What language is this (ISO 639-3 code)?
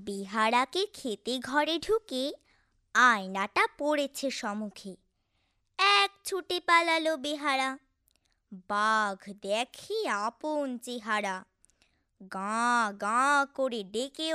ben